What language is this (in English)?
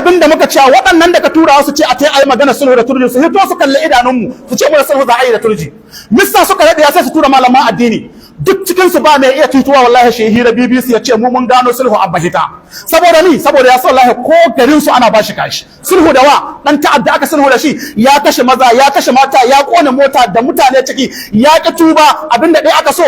Hausa